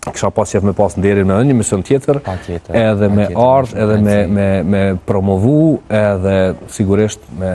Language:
Albanian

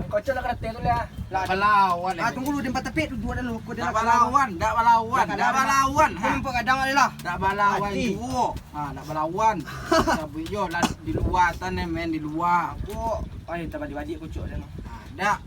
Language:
Minangkabau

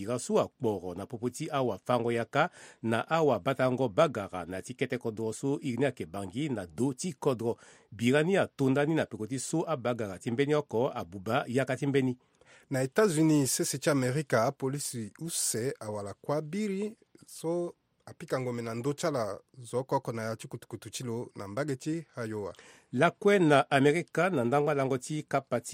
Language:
Sango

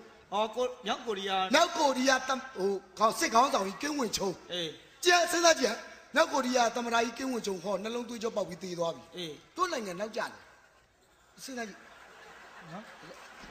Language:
Burmese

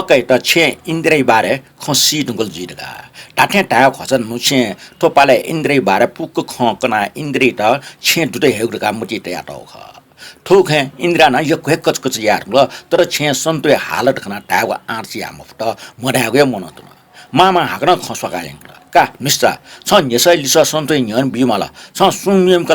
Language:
Newari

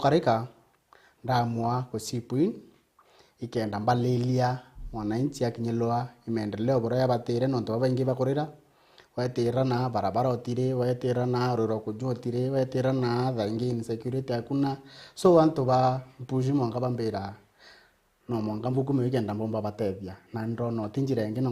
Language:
Meru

